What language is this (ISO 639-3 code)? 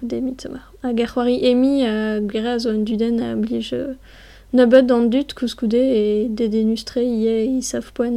bre